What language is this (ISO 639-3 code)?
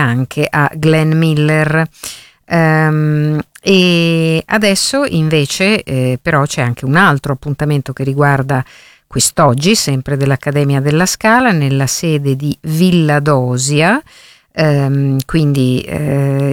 ita